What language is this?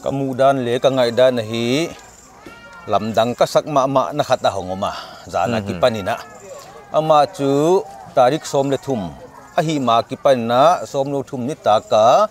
Paite Chin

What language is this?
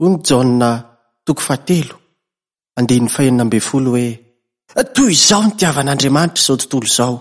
Malagasy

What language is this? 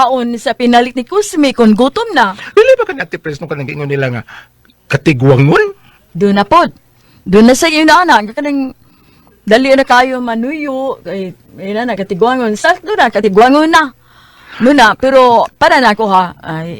Cebuano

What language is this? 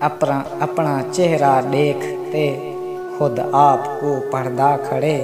Saraiki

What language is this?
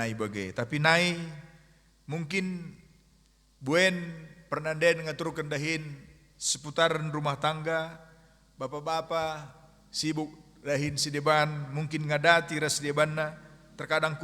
Batak Karo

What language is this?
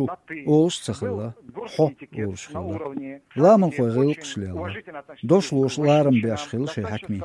Chechen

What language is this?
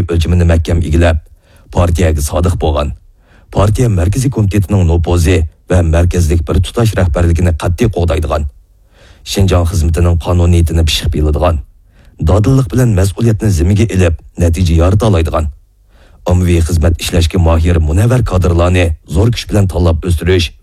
Uyghur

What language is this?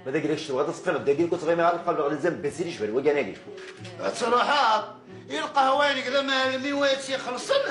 Kabyle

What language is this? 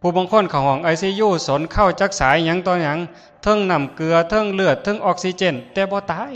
Northeastern Thai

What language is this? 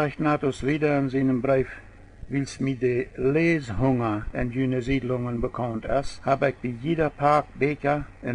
Plautdietsch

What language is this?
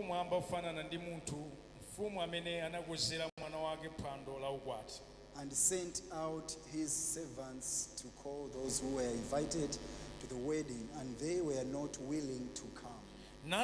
Nyanja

